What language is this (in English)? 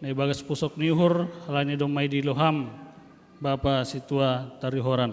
Batak Simalungun